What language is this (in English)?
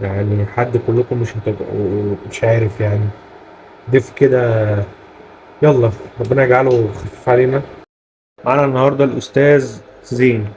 Egyptian Arabic